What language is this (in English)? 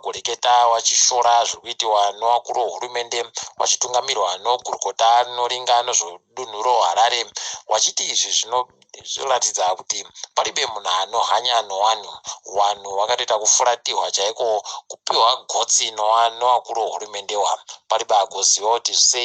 Ndau